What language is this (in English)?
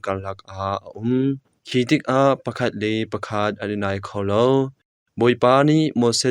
Hakha Chin